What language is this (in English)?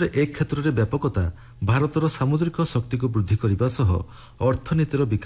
Odia